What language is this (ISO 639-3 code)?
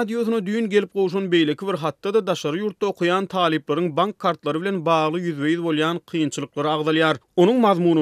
tuk